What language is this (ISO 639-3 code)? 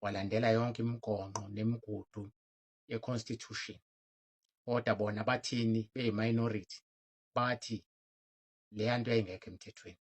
zul